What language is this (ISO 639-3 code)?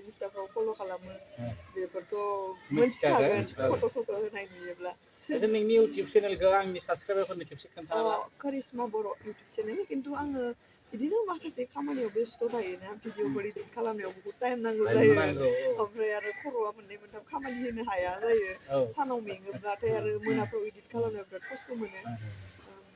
brx